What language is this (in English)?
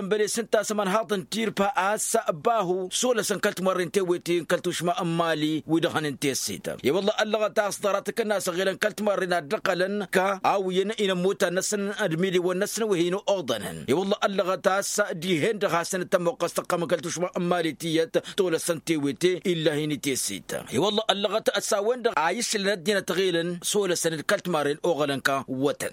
Tamasheq